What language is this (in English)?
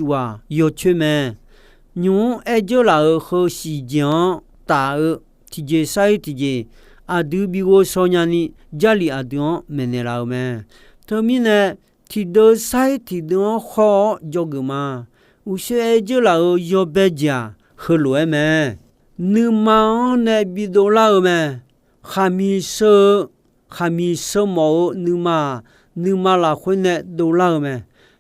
Akha